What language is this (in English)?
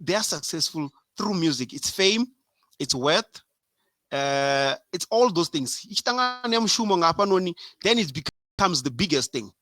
Venda